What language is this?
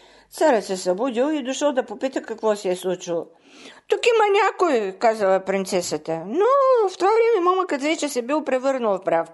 Bulgarian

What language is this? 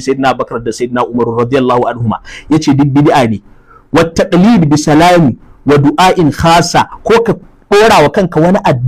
Hausa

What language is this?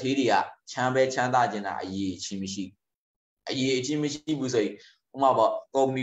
Burmese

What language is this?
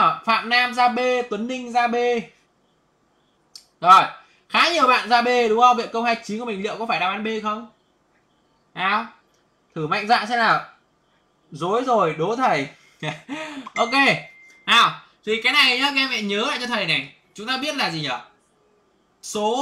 Vietnamese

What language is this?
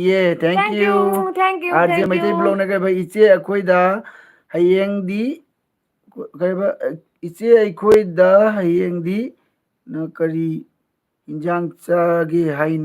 Manipuri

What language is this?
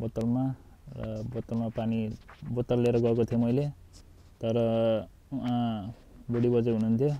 Nepali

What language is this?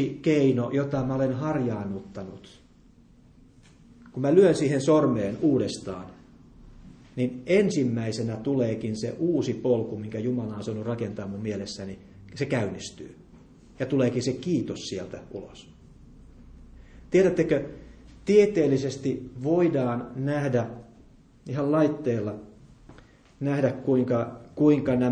Finnish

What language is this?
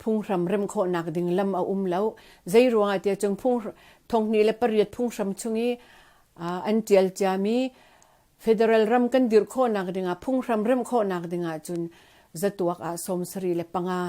Hakha Chin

